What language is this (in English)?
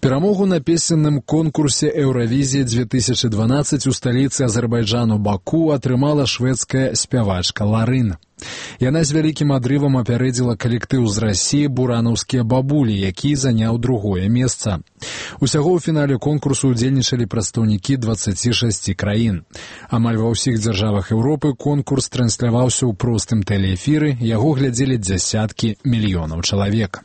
Belarusian